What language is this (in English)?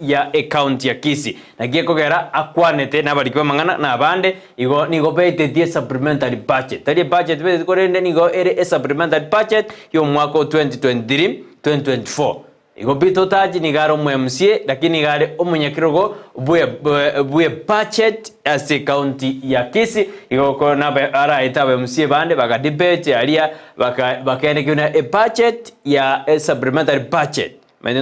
Gusii